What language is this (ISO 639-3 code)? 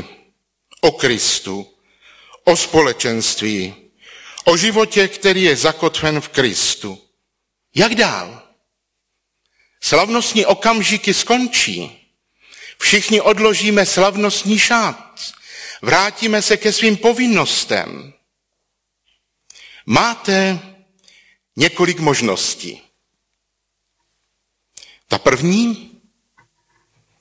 ces